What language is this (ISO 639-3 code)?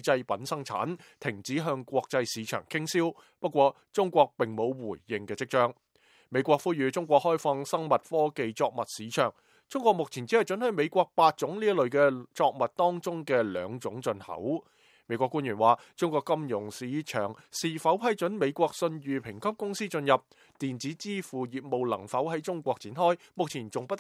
yue